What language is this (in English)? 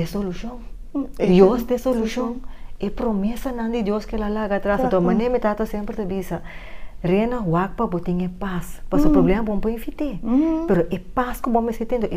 Papiamento